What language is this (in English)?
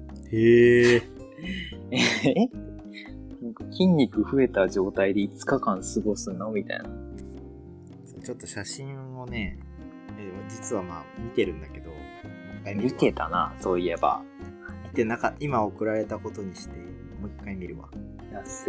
Japanese